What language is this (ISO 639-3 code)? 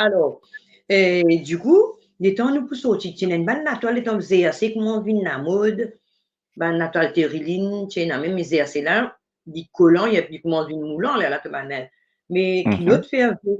mfe